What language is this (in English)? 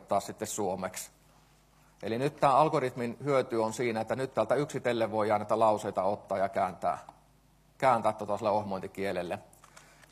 Finnish